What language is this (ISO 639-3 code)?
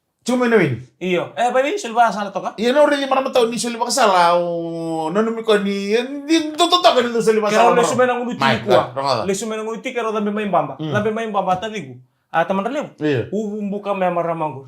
fij